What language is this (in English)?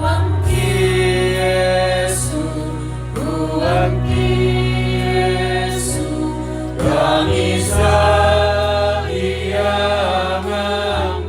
Toraja-Sa'dan